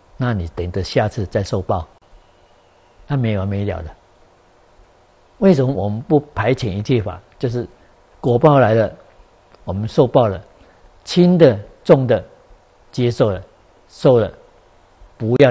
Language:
Chinese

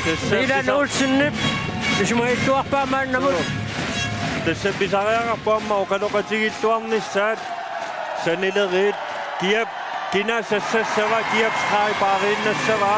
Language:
Kalaallisut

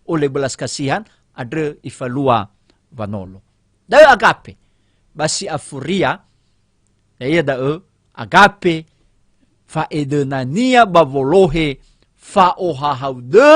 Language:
Nias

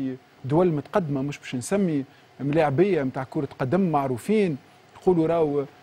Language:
Tunisian Arabic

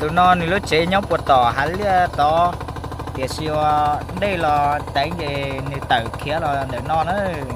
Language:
Hmong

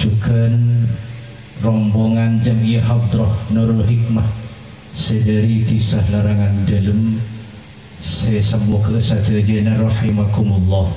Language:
Madurese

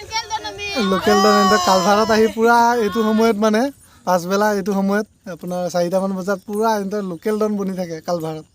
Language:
Assamese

